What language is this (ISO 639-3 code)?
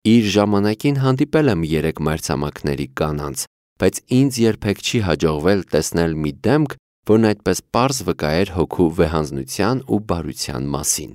hye